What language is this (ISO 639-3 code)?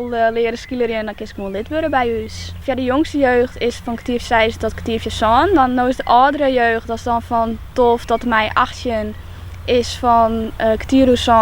fry